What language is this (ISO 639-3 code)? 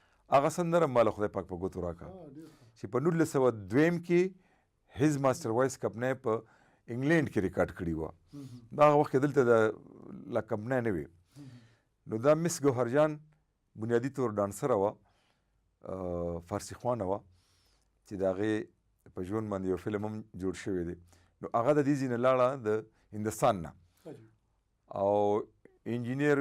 pus